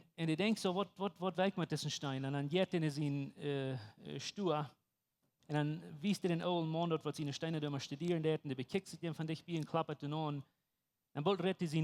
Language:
Plautdietsch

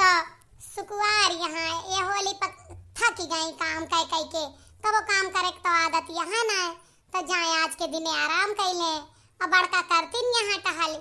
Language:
Awadhi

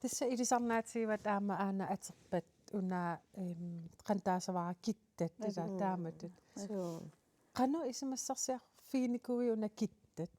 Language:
Kalaallisut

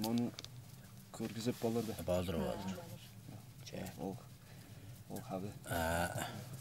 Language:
Tuvinian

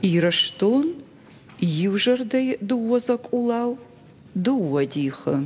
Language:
Ossetic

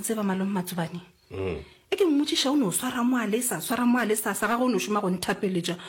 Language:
Northern Sotho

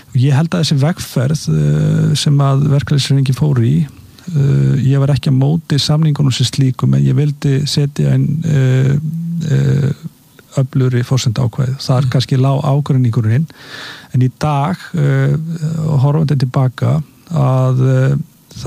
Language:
Icelandic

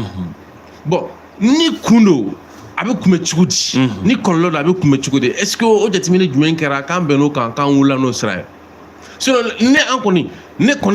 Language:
Bambara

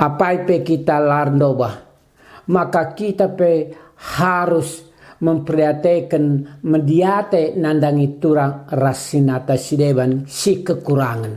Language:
Batak Karo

